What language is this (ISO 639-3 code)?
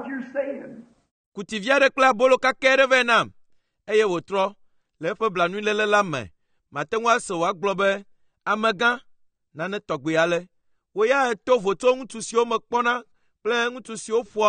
ewe